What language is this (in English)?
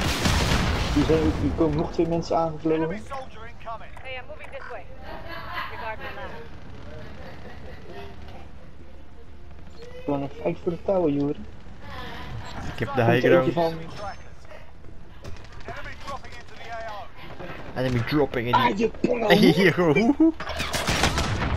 Dutch